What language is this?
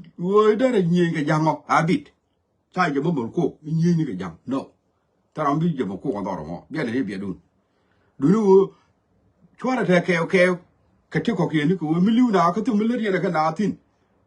Nuer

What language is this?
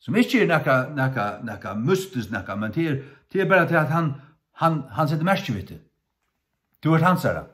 Faroese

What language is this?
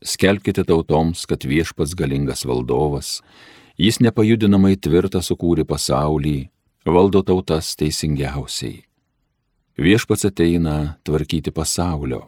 Lithuanian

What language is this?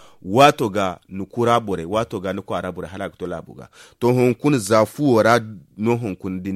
Zarma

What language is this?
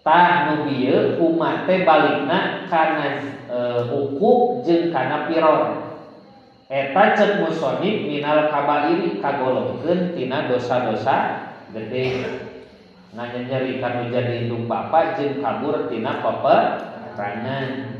Sundanese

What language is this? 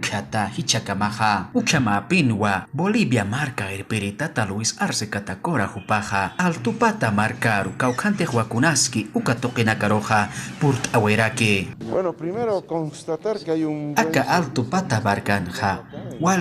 Aymara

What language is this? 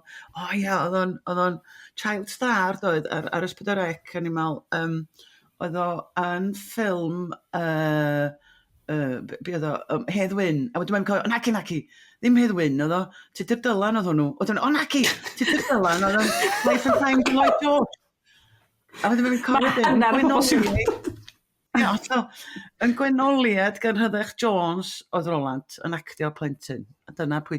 Welsh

